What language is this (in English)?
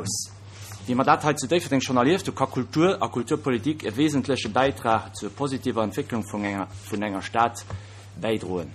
Luxembourgish